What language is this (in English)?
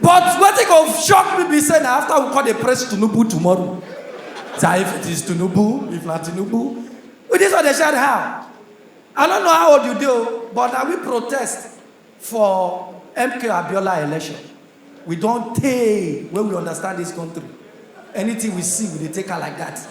Nigerian Pidgin